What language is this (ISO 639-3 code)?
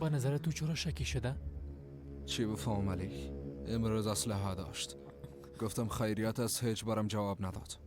fas